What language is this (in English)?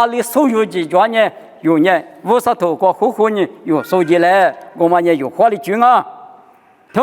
Lisu